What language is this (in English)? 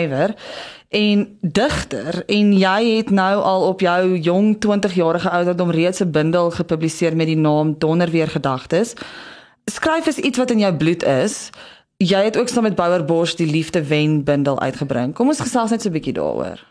Afrikaans